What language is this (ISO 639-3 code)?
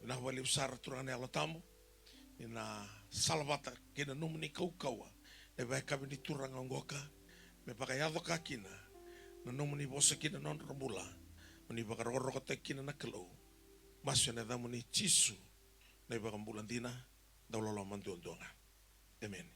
fij